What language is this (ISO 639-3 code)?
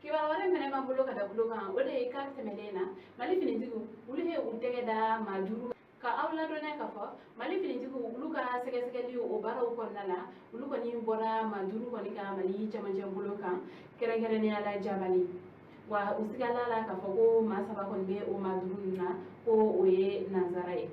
bam